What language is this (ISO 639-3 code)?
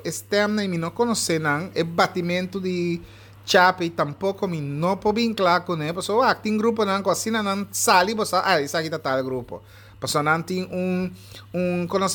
pap